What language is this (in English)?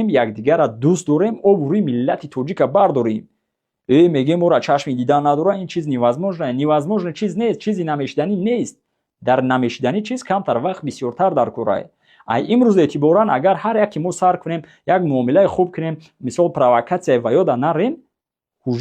Tajik